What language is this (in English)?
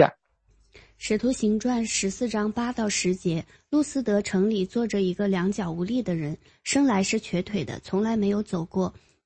Chinese